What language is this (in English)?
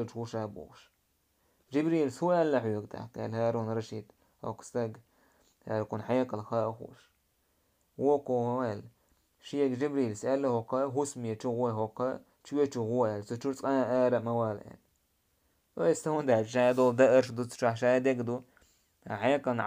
Chechen